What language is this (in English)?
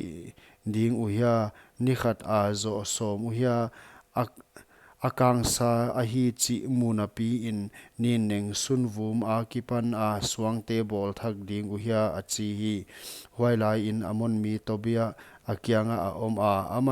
Paite Chin